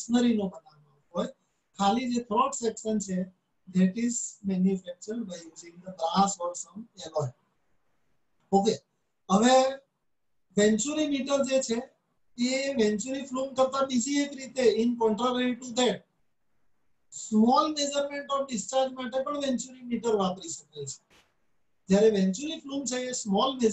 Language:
Gujarati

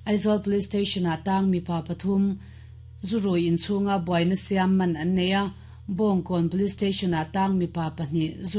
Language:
Mizo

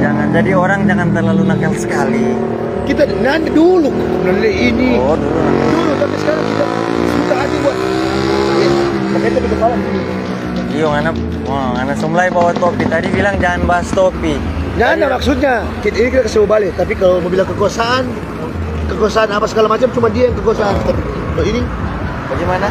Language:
Manado Malay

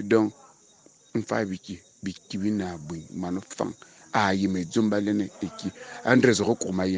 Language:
Fang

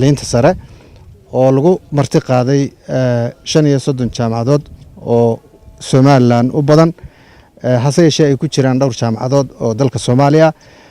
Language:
Somali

